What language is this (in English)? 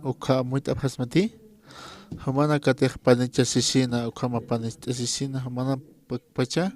Aymara